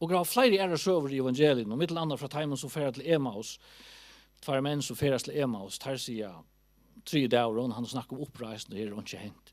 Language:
Faroese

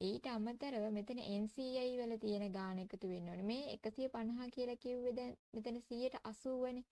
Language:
Sinhala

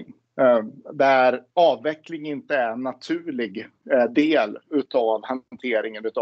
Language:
Swedish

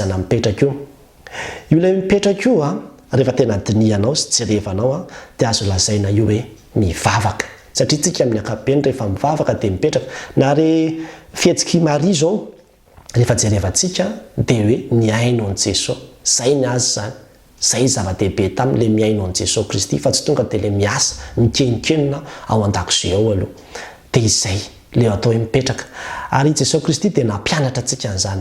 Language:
Malagasy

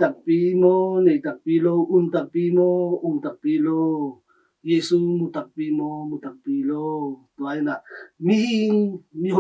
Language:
Tedim Chin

